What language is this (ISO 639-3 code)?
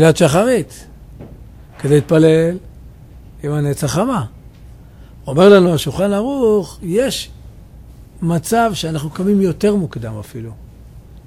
heb